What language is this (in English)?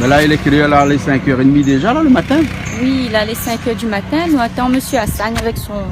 Réunion Creole French